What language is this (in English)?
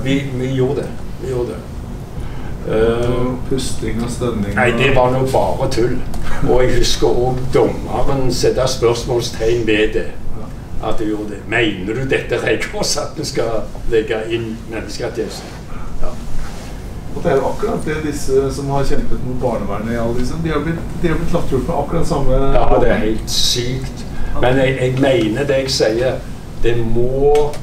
Norwegian